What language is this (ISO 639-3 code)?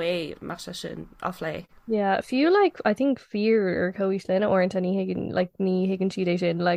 gle